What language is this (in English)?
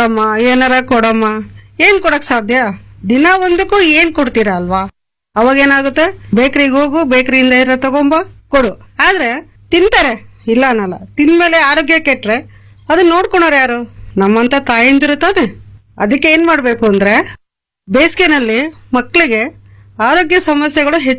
Kannada